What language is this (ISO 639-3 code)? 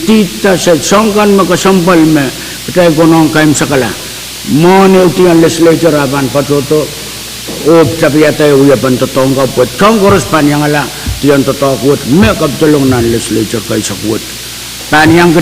pon